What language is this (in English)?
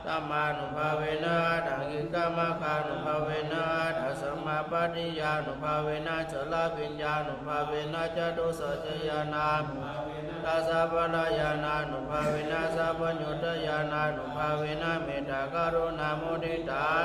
Pali